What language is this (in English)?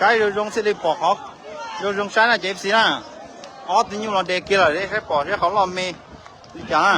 Hmong